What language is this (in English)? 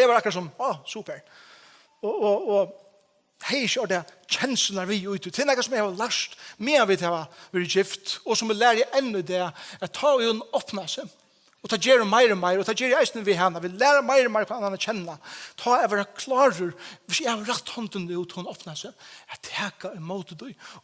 Faroese